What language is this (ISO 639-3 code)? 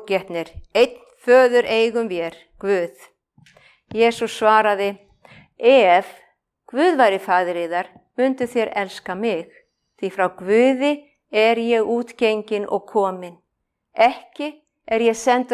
isl